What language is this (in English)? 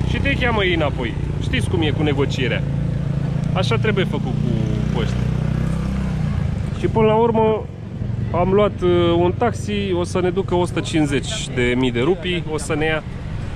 Romanian